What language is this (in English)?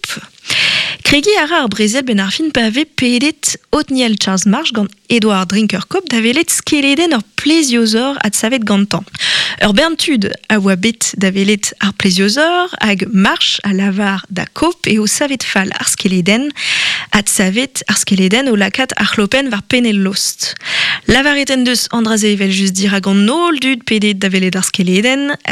Breton